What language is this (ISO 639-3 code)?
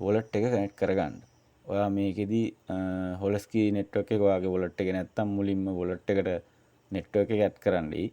sin